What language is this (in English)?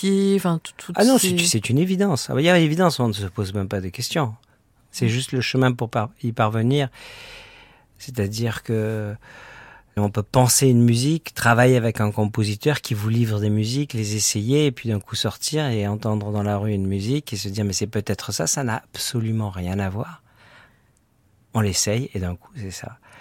French